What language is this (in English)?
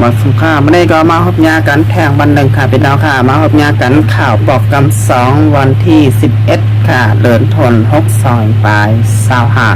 Shan